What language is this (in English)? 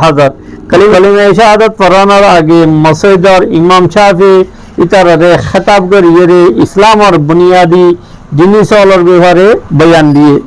Rohingya